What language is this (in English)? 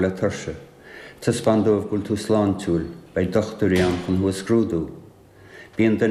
Irish